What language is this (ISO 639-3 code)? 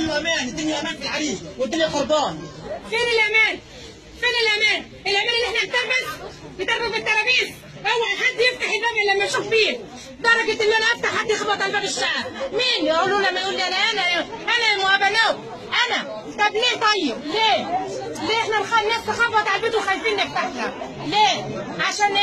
arz